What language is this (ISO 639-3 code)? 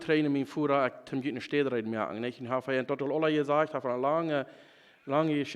pdt